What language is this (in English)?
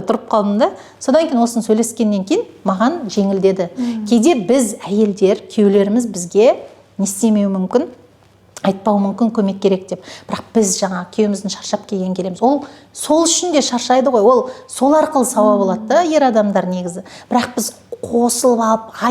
Kazakh